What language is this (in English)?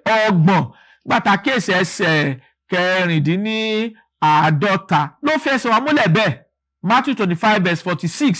Yoruba